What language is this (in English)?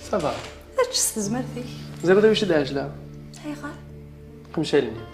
Kabyle